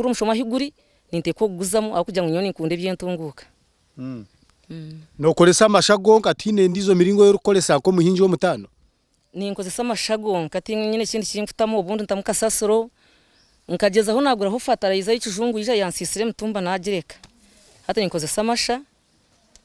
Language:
Nyankole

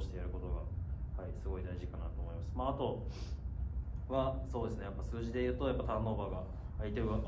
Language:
Japanese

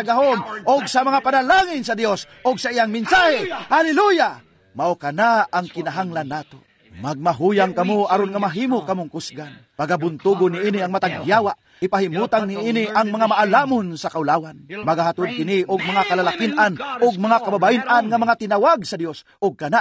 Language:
Cebuano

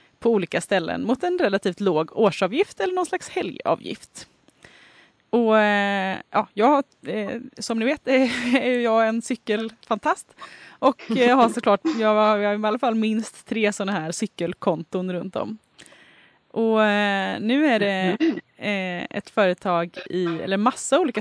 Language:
Swedish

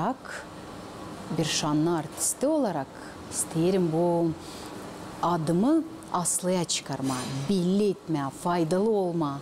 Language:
Gagauz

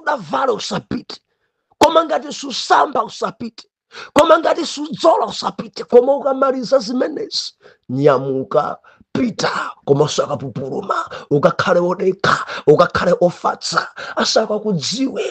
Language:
Nyanja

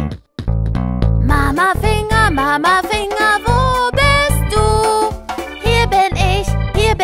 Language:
German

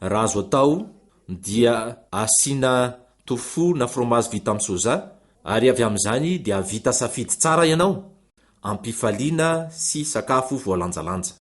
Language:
Malagasy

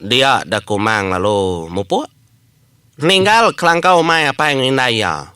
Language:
Iban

